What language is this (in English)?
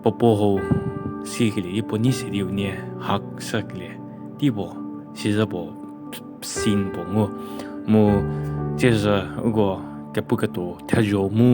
Angami Naga